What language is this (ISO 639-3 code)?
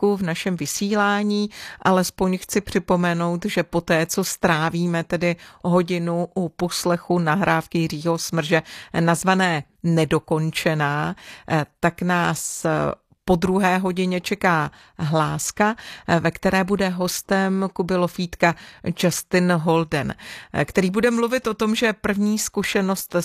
ces